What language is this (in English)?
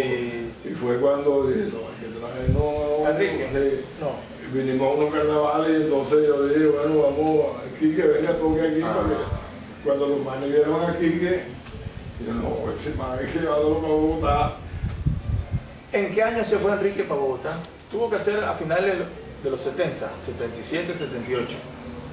Spanish